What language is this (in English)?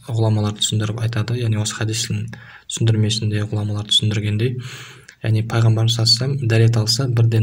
Kazakh